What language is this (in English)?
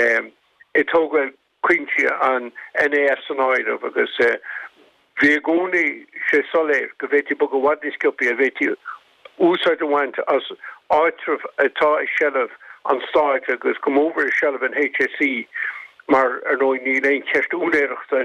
Irish